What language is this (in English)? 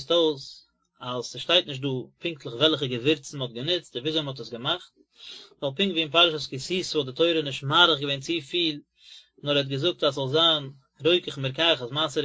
Yiddish